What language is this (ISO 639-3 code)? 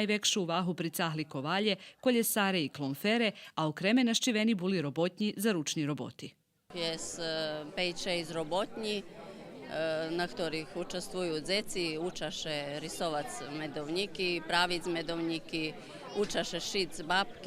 rue